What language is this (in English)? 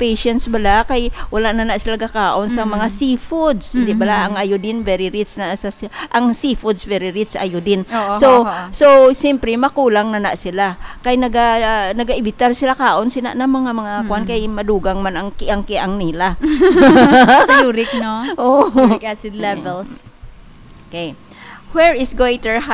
Hiligaynon